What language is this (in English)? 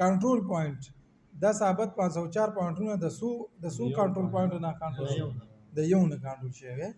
Pashto